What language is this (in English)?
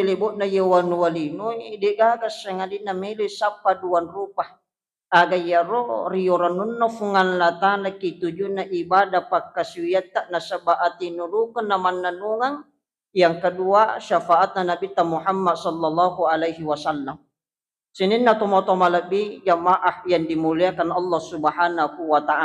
Buginese